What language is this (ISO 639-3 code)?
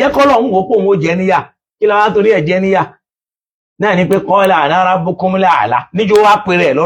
yor